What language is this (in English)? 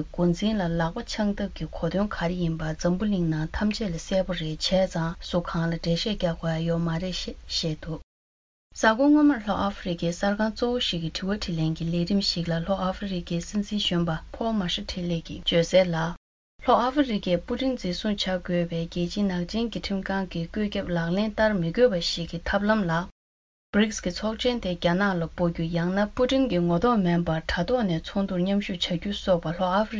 Tibetan